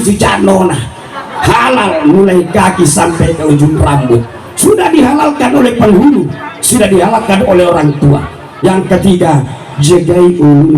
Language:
Buginese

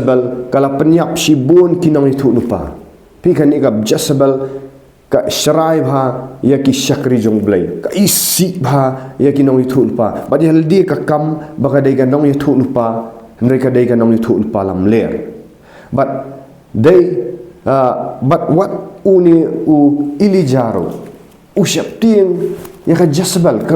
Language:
Khasi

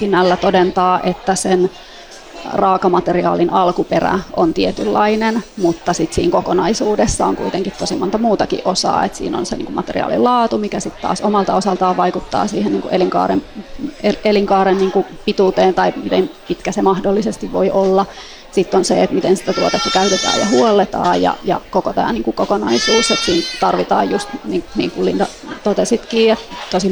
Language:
Finnish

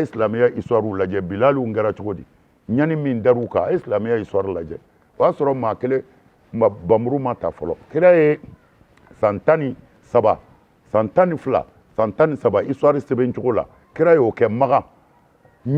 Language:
Bambara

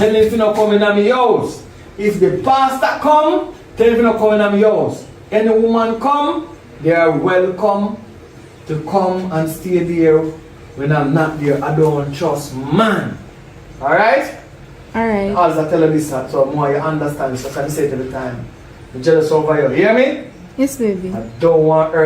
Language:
Jamaican Creole English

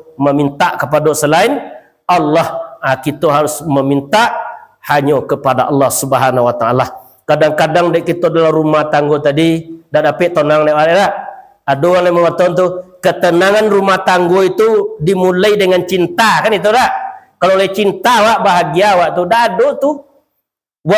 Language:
Minangkabau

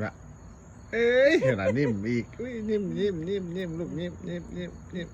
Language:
Lao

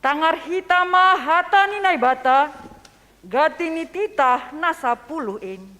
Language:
Batak Simalungun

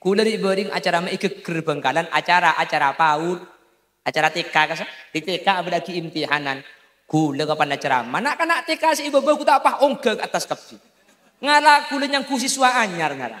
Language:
Madurese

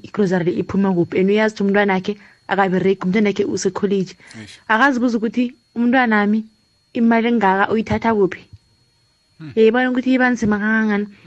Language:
South Ndebele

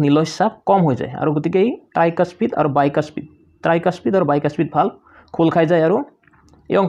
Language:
Assamese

